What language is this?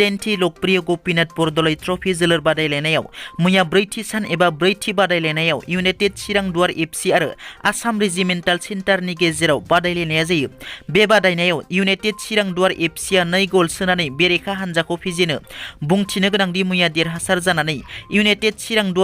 Bodo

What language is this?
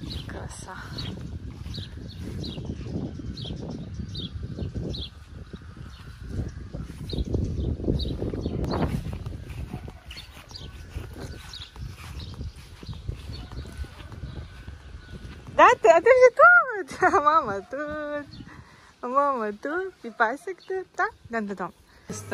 Ukrainian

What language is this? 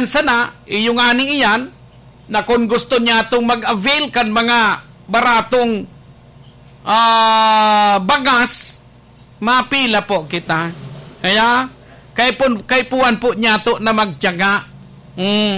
Bikol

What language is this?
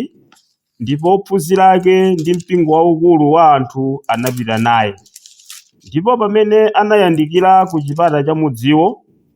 Nyanja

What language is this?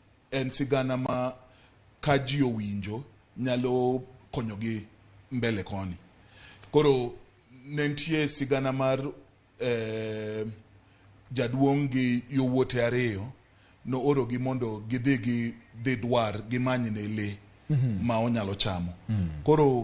Luo (Kenya and Tanzania)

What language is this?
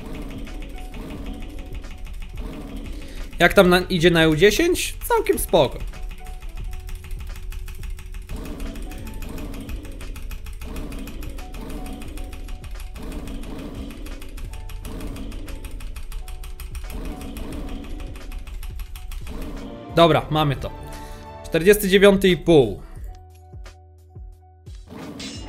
Polish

